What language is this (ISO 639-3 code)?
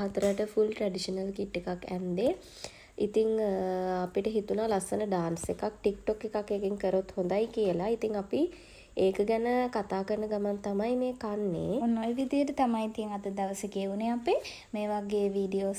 sin